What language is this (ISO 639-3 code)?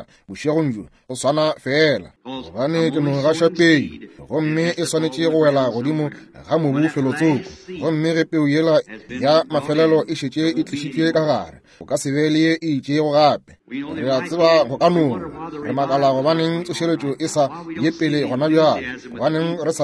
nso